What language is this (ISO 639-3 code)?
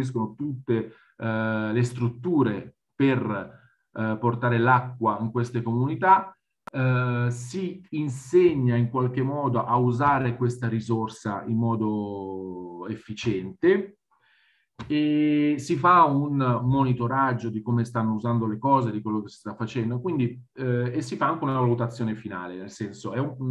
ita